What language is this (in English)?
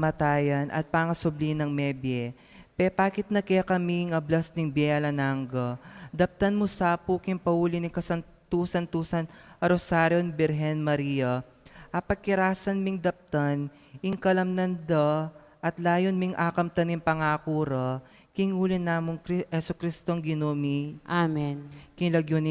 Pampanga